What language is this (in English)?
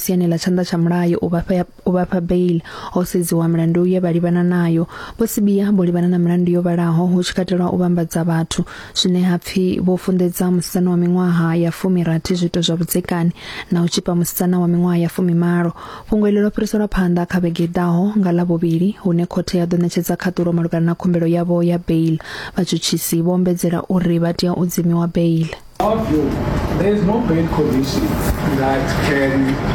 Venda